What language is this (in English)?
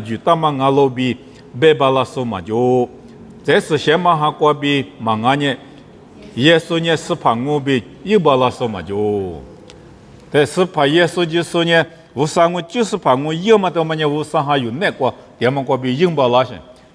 Lisu